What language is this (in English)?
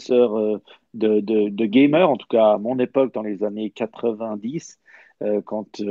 French